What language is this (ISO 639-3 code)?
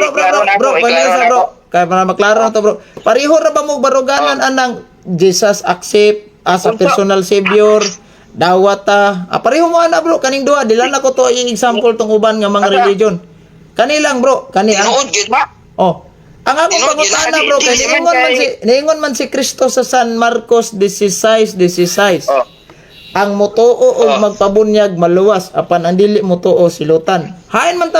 ceb